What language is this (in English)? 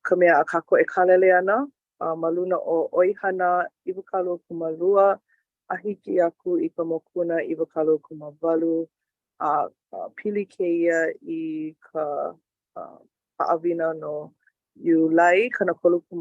Hawaiian